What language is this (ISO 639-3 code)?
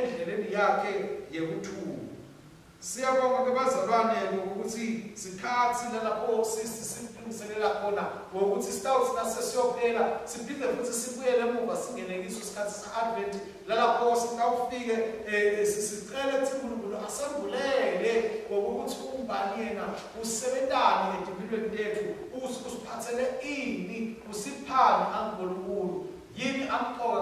ssw